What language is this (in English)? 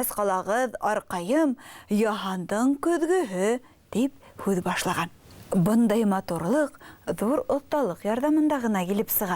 Bashkir